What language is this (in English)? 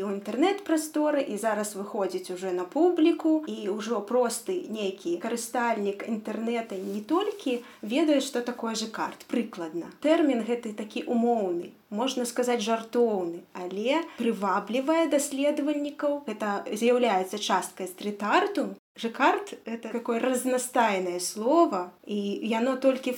Belarusian